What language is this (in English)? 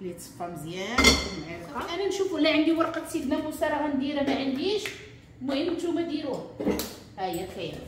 Moroccan Arabic